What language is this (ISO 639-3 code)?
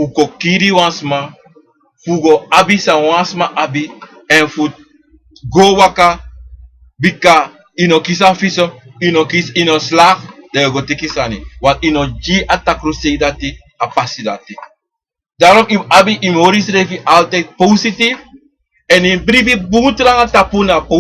srn